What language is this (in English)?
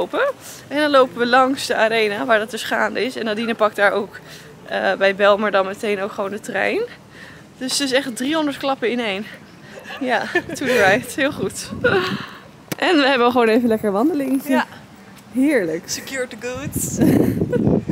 Dutch